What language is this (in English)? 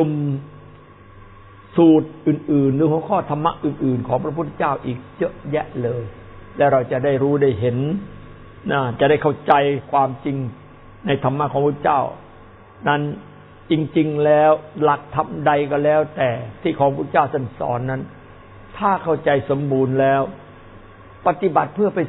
Thai